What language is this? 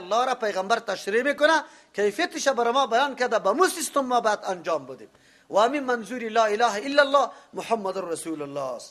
Persian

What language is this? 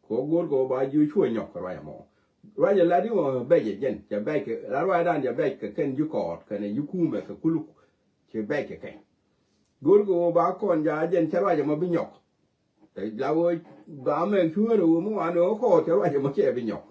Nuer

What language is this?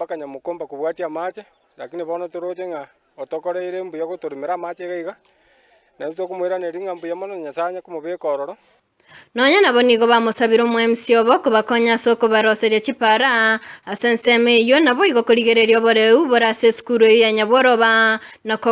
Gusii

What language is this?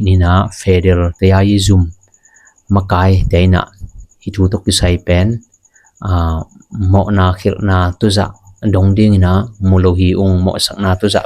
Tedim Chin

